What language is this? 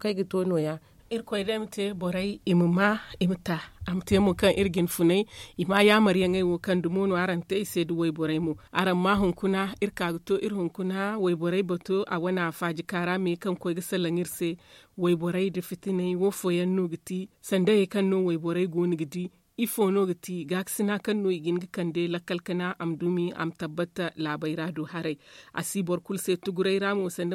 Zarma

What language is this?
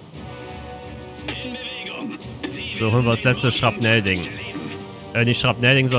German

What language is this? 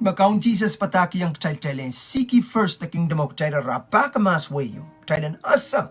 Pohnpeian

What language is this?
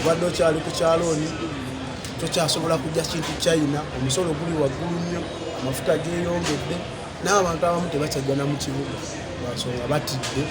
Ganda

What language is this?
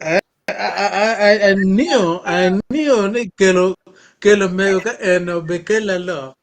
Acoli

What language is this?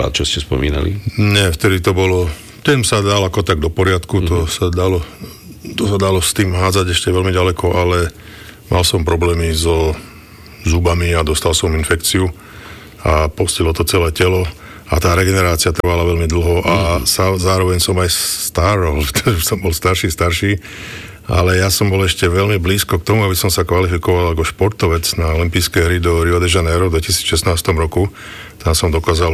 Slovak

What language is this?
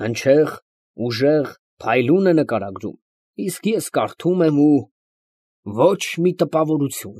Armenian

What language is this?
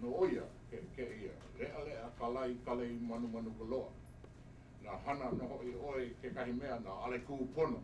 Hawaiian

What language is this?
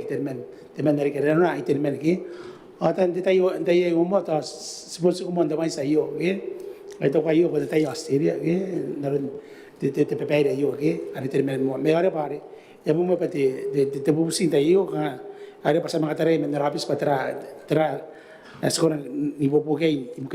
Gilbertese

